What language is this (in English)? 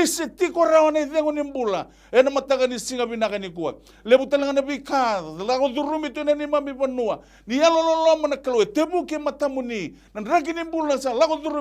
Fijian